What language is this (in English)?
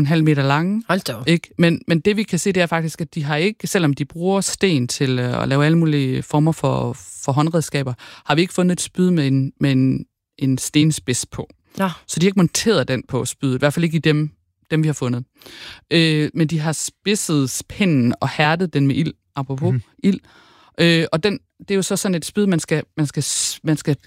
Danish